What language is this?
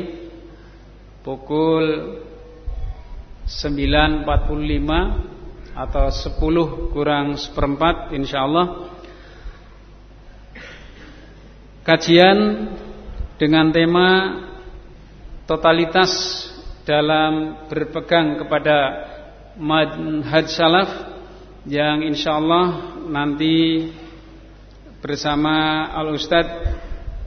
Indonesian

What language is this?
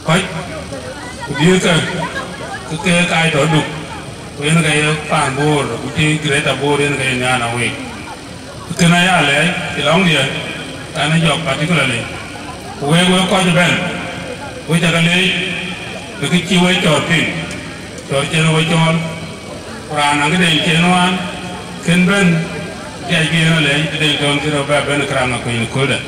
Dinka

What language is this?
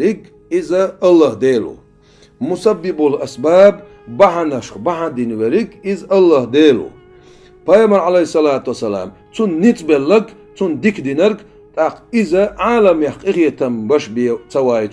Chechen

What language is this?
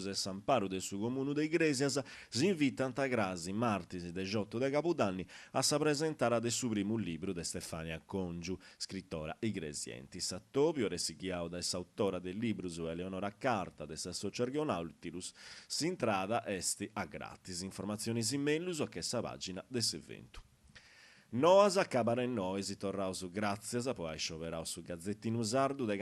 Sardinian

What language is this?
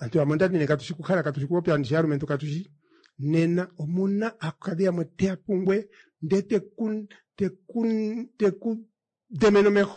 Kuanyama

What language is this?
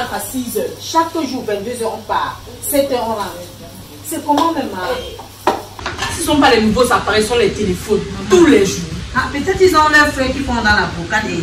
French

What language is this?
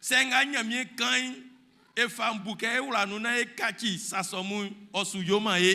Baoulé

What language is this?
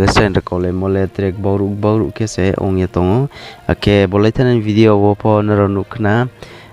Riang (India)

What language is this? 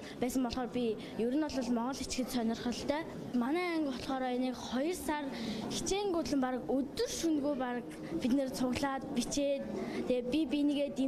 Mongolian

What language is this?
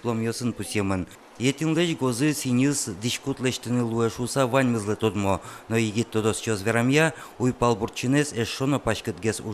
Udmurt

